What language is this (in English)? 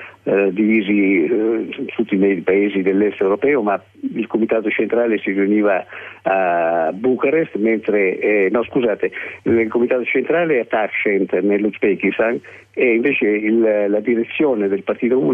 Italian